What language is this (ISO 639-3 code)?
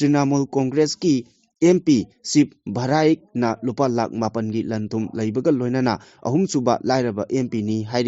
mni